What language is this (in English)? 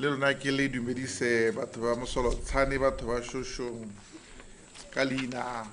Tswana